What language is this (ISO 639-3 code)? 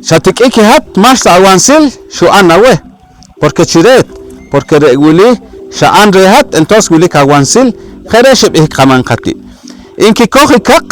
poh